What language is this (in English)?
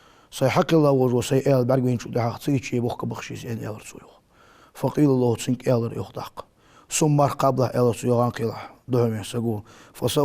Ingush